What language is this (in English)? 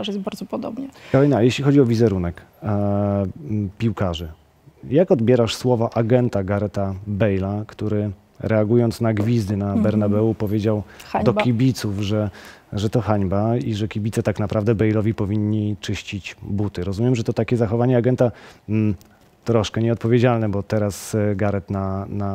Polish